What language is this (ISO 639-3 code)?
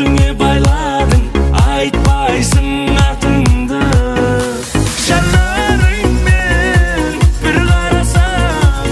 kaz